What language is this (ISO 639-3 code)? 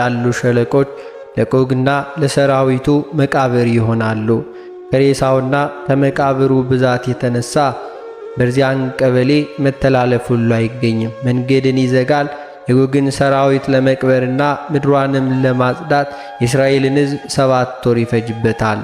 amh